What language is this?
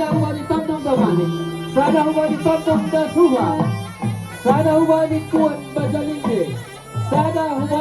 Batak Simalungun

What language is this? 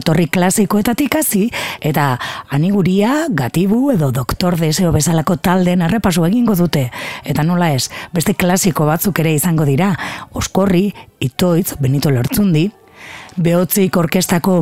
Basque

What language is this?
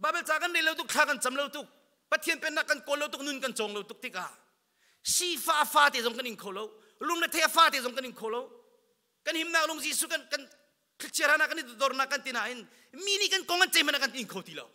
Hakha Chin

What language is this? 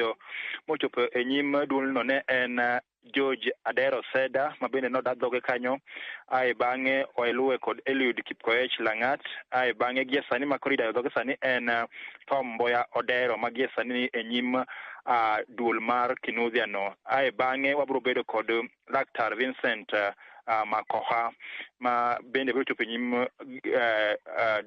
Luo (Kenya and Tanzania)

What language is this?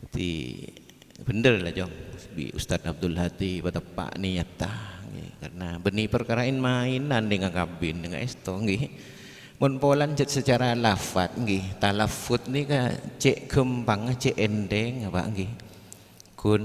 Madurese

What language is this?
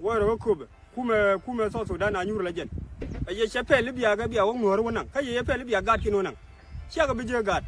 Nuer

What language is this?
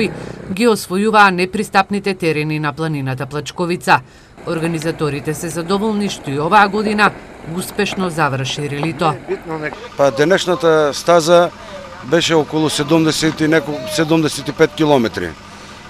Macedonian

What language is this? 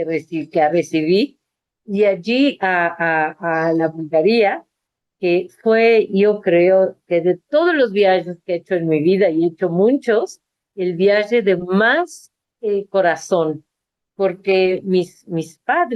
Ladino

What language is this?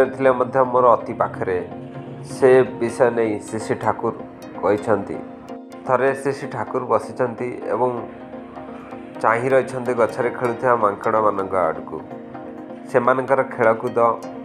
Odia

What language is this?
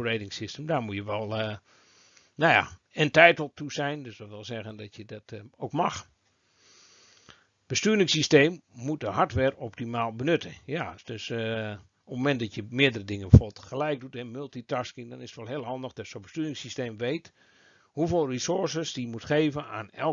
Dutch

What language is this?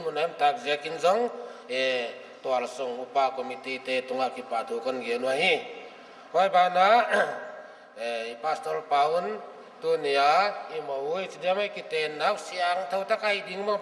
Paite Chin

